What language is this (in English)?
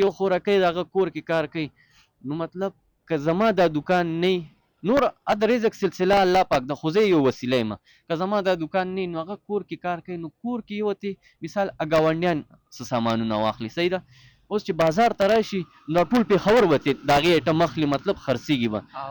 Pashto